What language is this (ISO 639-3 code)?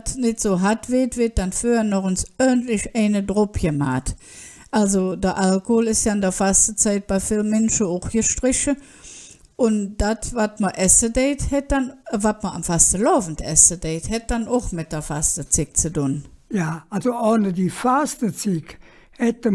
ksh